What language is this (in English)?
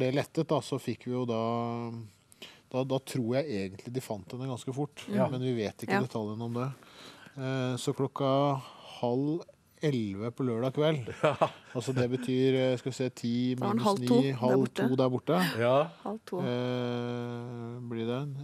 Norwegian